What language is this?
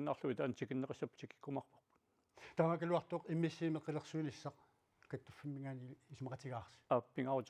Kalaallisut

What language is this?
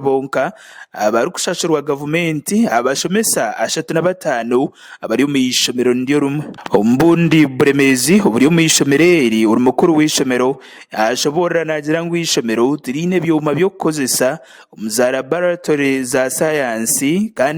Nyankole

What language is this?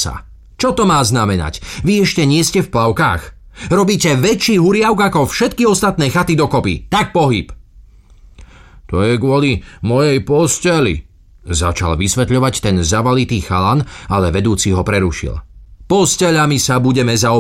Slovak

